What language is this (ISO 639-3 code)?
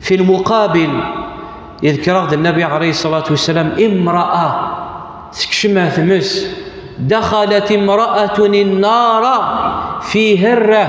kab